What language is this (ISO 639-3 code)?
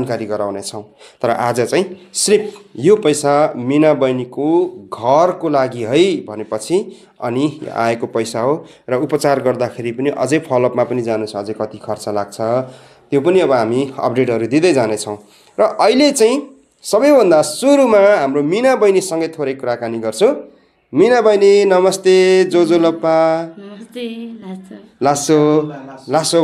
nep